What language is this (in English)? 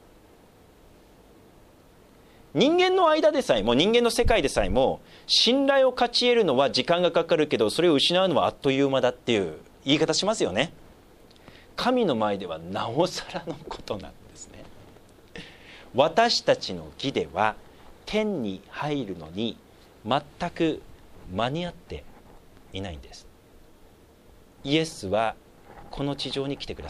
Japanese